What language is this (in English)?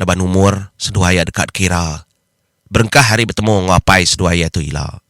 Iban